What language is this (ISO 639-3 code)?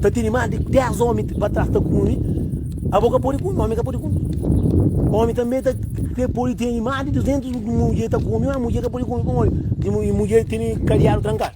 kea